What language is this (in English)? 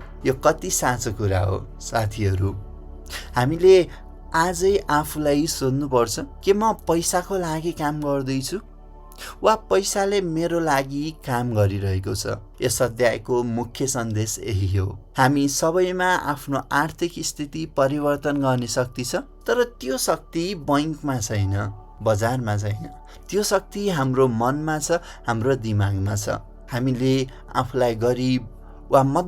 Nepali